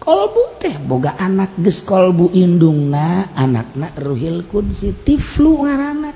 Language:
Sundanese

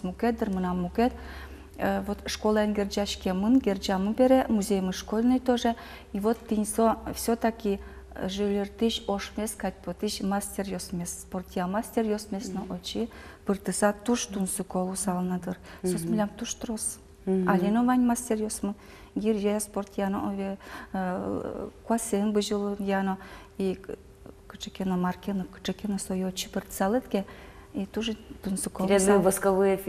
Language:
Udmurt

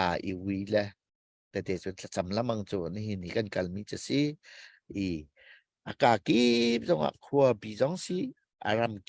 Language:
Hakha Chin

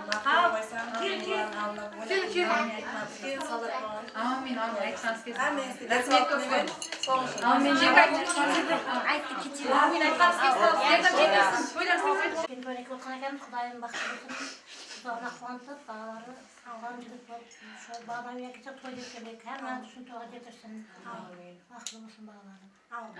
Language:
Kara-Kalpak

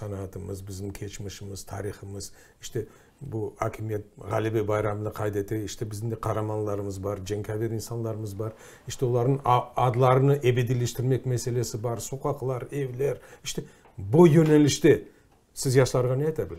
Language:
Crimean Tatar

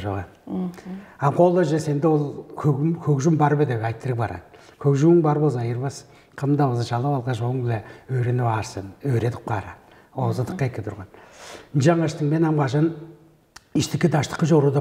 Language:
Tuvinian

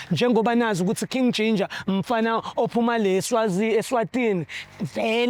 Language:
Zulu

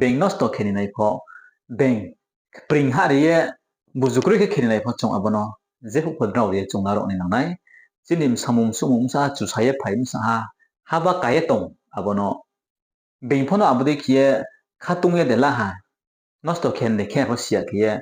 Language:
Riang (India)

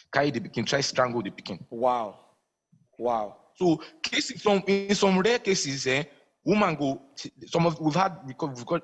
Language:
Nigerian Pidgin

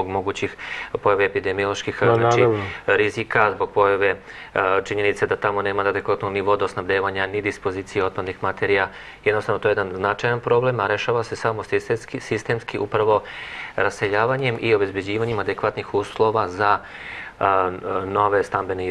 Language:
Serbian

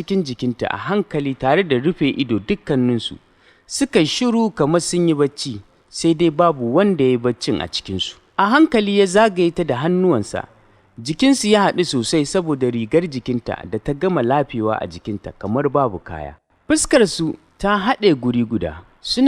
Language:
Hausa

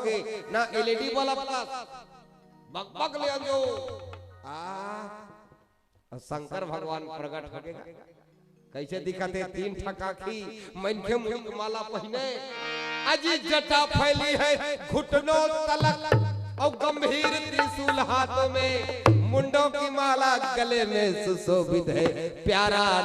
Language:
Chhattisgarhi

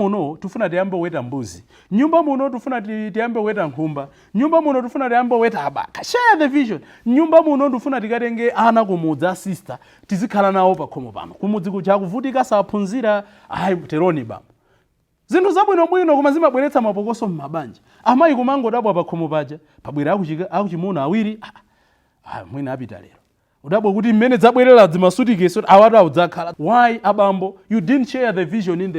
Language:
Nyanja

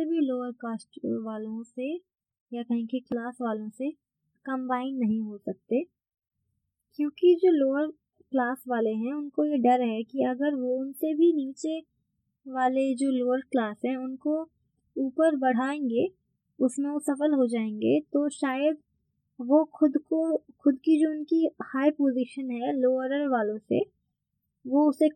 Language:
Hindi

